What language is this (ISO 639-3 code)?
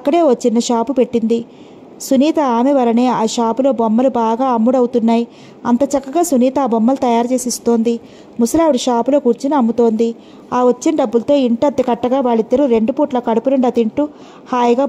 tel